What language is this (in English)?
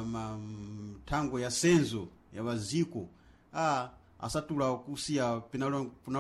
Sena